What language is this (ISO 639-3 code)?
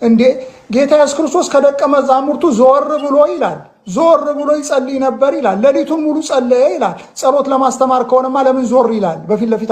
amh